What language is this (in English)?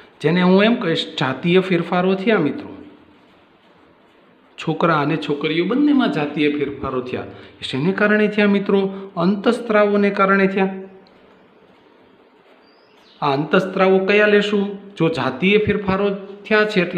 Gujarati